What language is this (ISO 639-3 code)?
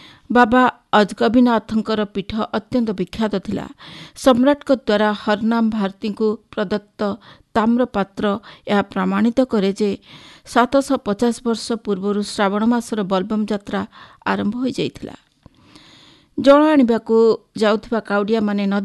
ori